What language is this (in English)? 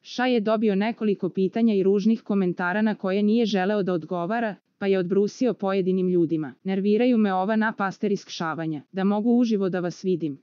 Serbian